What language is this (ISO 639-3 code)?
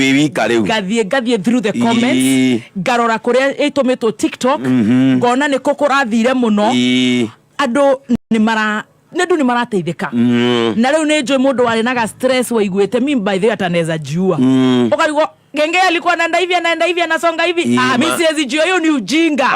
kik